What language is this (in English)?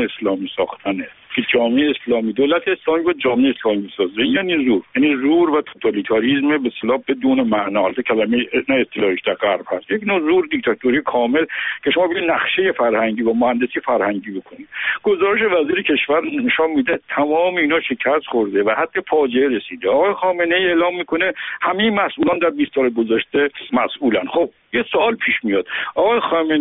Persian